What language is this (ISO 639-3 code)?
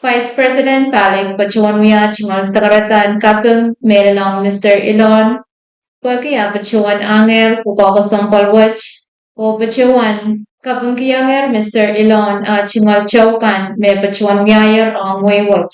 pon